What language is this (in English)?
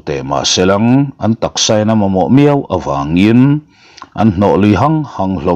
Mizo